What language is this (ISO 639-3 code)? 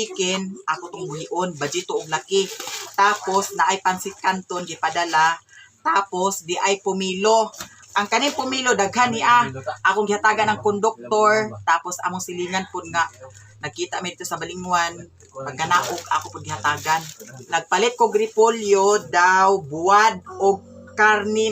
ceb